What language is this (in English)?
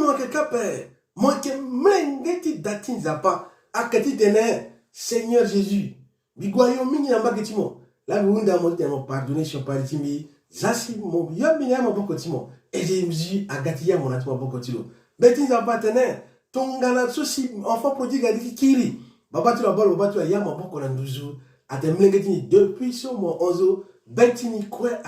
Sango